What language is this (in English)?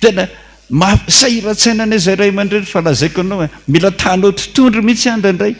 Malagasy